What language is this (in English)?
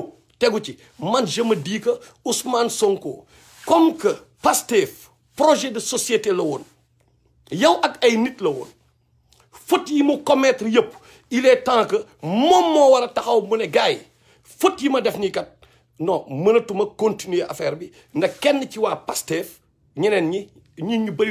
Wolof